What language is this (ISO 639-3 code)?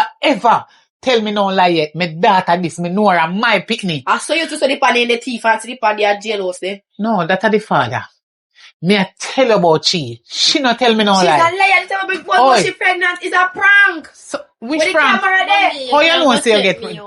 jam